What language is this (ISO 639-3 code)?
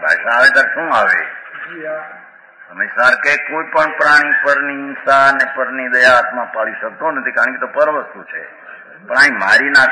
guj